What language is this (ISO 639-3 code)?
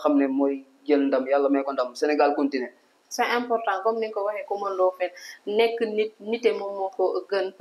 wol